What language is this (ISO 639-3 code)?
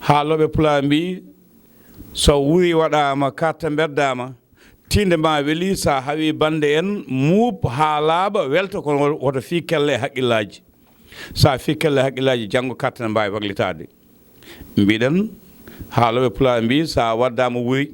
ful